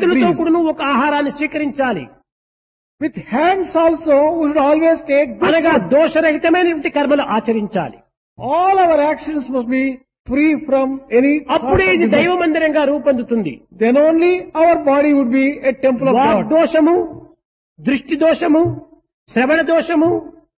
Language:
Telugu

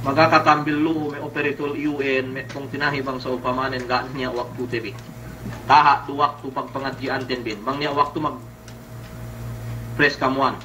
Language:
Yakan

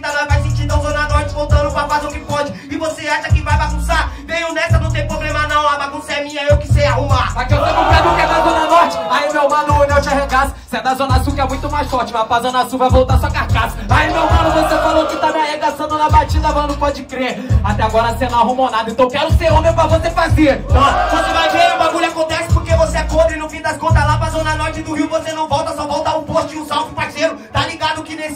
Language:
Portuguese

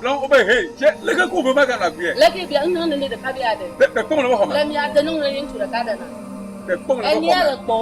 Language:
Ewe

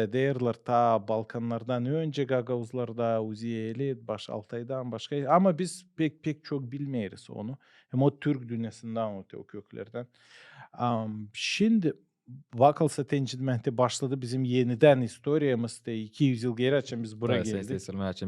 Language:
Gagauz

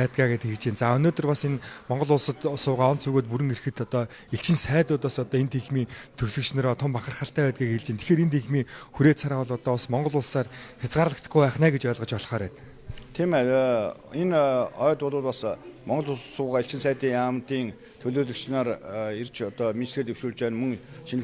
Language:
Mongolian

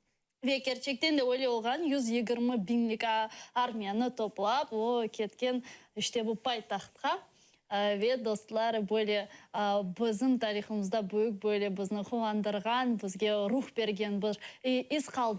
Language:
Crimean Tatar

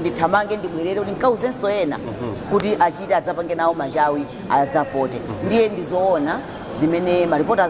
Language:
Nyanja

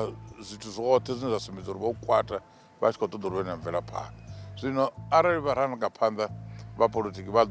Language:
Venda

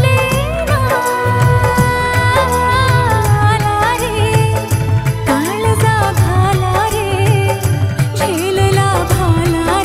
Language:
Marathi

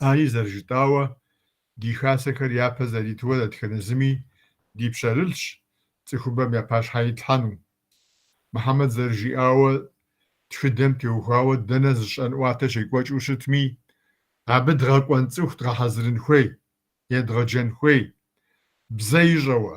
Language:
Kabardian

